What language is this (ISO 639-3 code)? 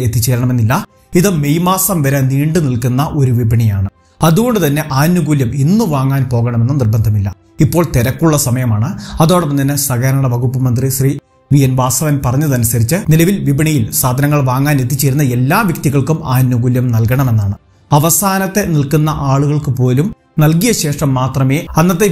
mal